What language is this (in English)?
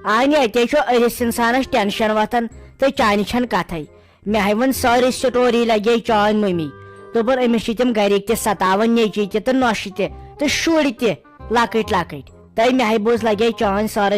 Kashmiri